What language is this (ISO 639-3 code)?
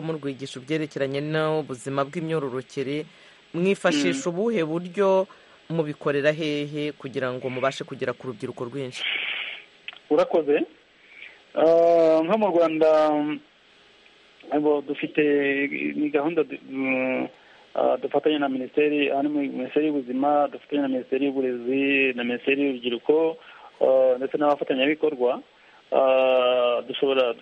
kin